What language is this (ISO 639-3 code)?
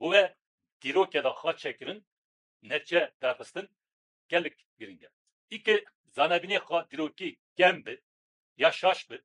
kur